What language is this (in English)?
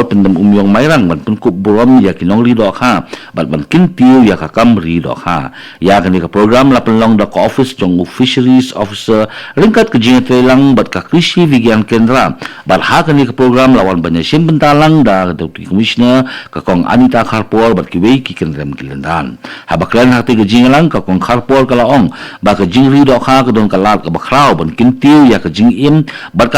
Khasi